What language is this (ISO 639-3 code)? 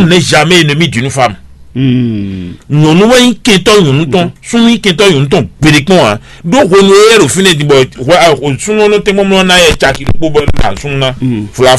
fon